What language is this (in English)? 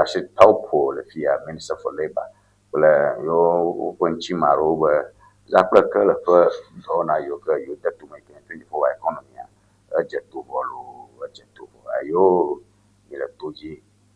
Ewe